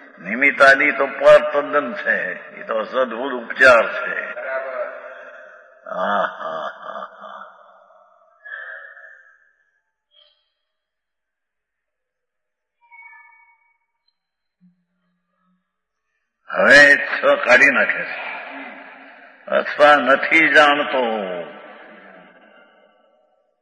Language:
Gujarati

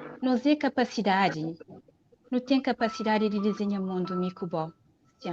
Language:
Kabuverdianu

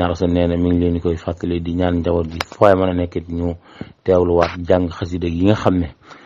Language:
Wolof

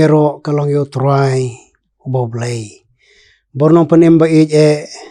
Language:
Khasi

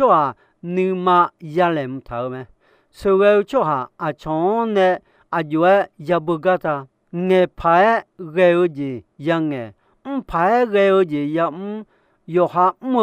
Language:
Akha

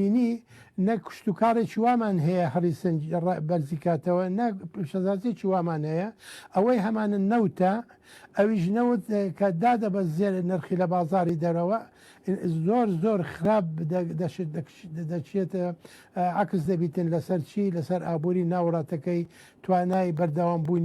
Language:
Central Kurdish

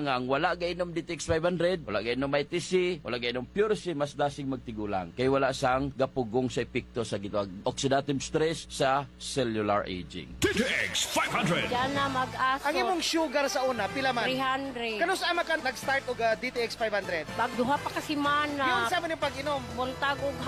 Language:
Hiligaynon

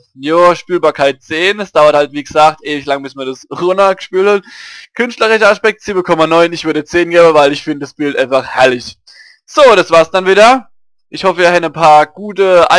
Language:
Palatine German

